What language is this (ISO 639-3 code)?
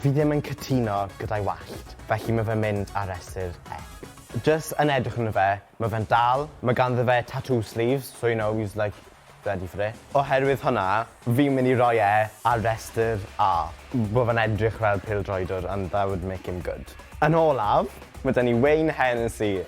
cym